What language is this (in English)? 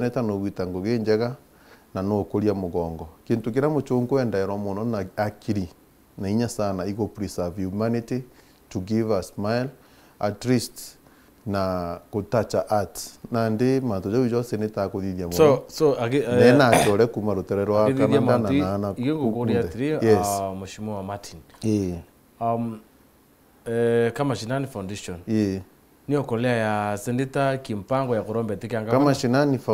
Meru